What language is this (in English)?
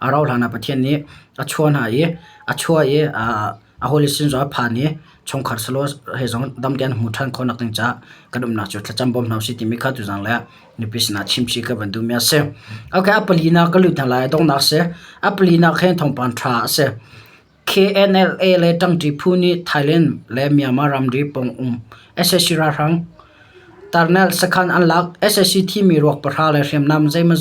Hakha Chin